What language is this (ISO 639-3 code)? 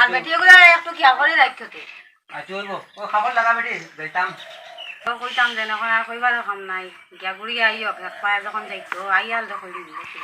syl